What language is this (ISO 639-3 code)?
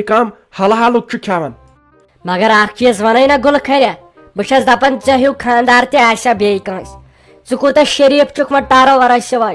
kas